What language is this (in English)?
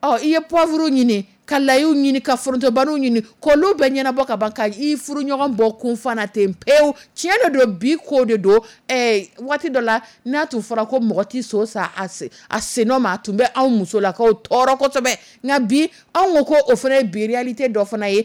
Dyula